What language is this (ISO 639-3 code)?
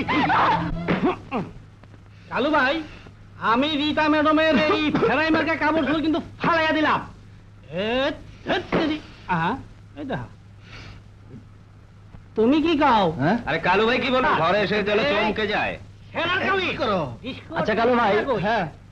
ben